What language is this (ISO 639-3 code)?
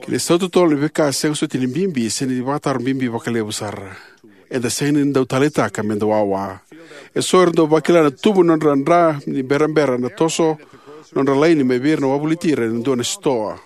fij